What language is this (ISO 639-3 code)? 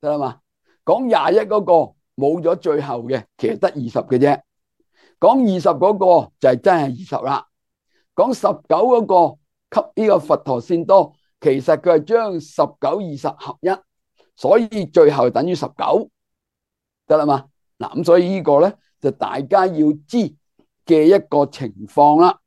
yue